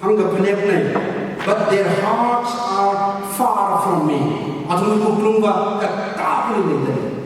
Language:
Tangkhul Naga (India)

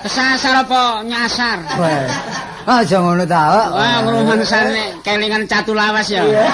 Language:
Javanese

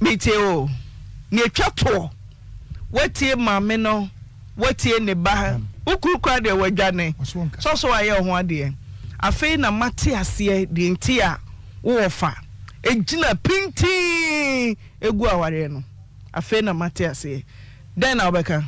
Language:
Akan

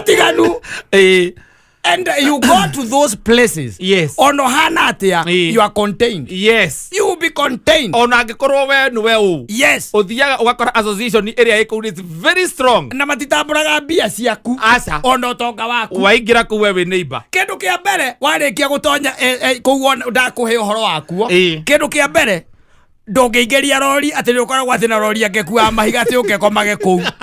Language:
Kikuyu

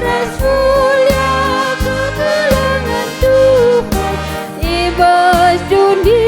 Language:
Batak Karo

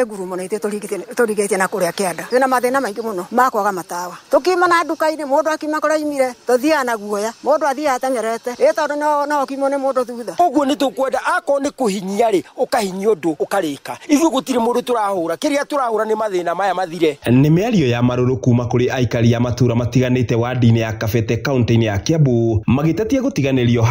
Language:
Kikuyu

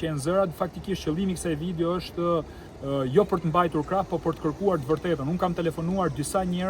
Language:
Albanian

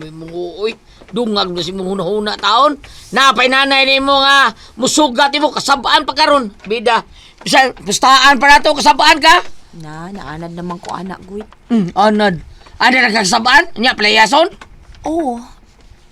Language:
Cebuano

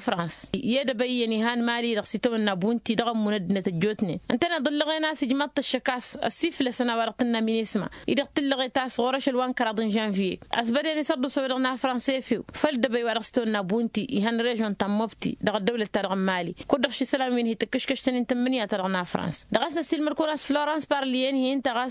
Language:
Tamasheq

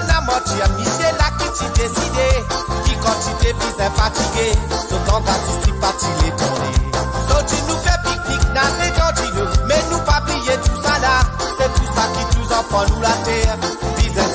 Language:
Morisyen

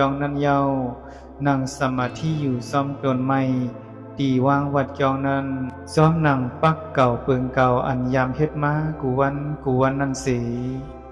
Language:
Shan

